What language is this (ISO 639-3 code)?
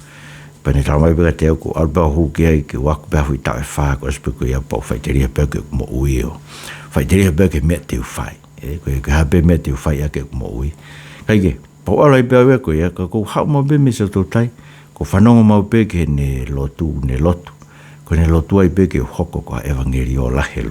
ton